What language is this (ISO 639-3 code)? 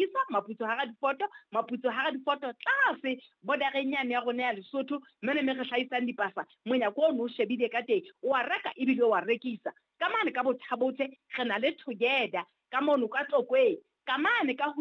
sot